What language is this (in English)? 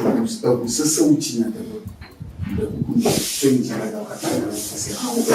Ewe